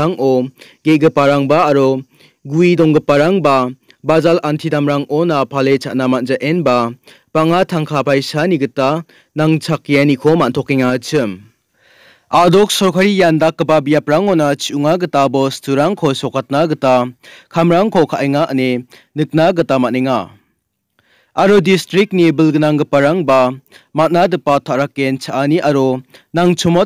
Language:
Garo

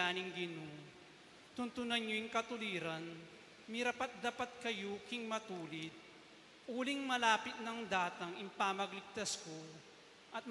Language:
Pampanga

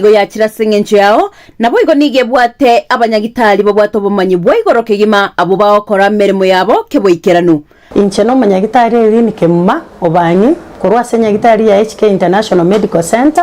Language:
Gusii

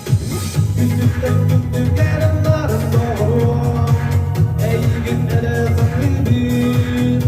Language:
Yakut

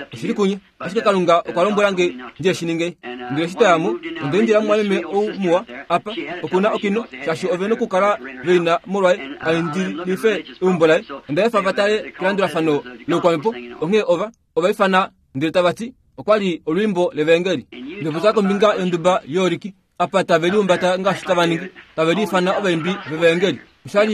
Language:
Kuanyama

